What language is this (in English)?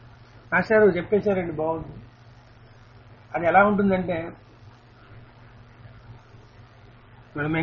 Telugu